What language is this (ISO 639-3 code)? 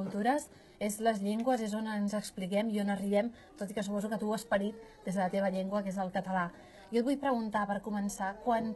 cat